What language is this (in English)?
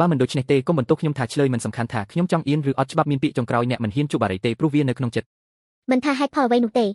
Khmer